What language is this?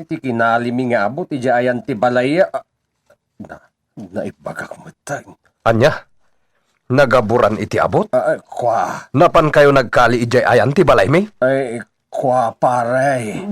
Iloko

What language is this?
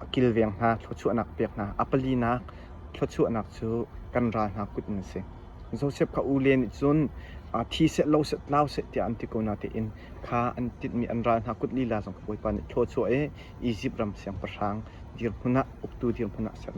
Hakha Chin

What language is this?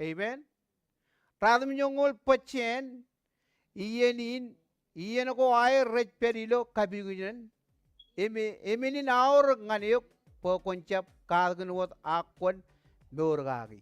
Marshallese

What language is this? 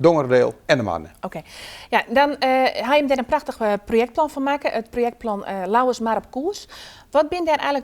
Western Frisian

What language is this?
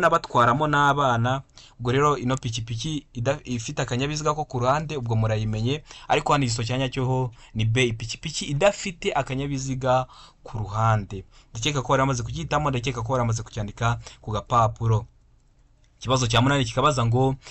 Kinyarwanda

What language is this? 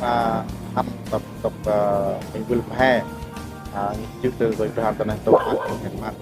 Central Mnong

